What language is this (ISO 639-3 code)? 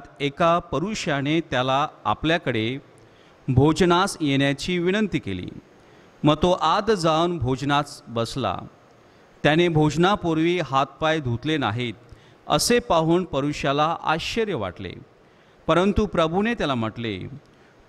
mar